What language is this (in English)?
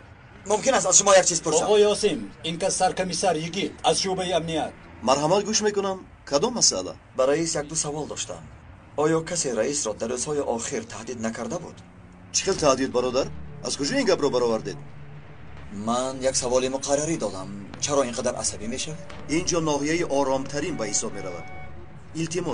Tajik